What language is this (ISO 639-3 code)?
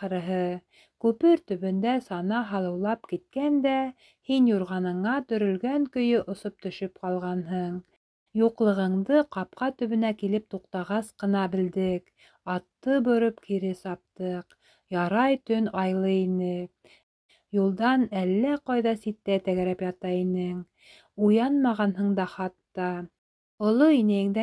bak